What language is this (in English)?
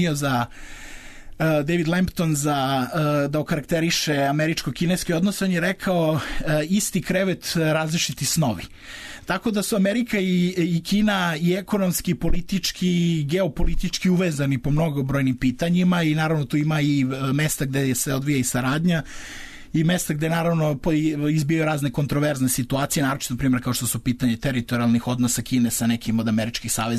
Serbian